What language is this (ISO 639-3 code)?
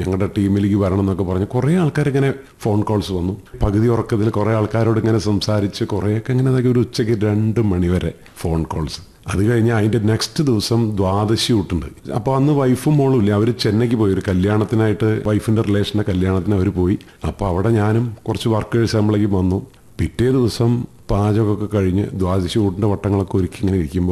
mal